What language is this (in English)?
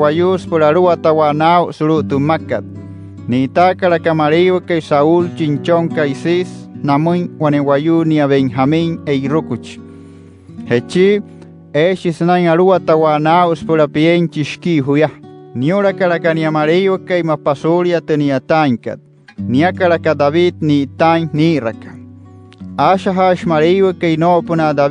Wayuu